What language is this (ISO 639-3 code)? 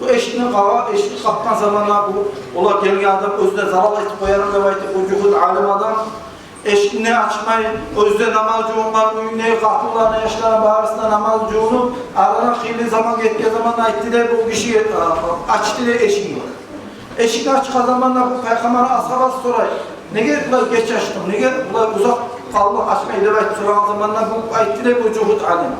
kum